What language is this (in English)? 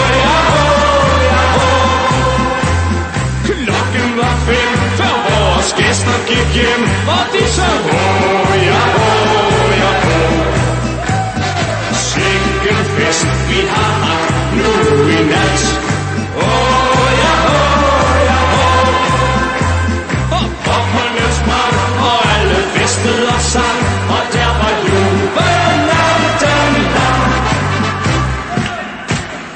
Danish